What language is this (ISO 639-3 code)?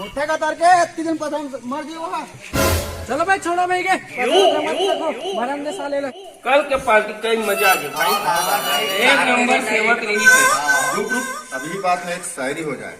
hne